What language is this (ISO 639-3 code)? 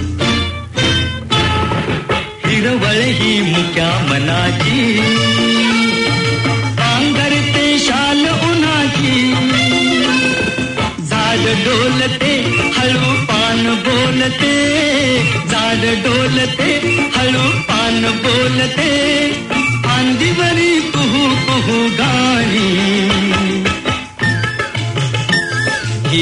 mar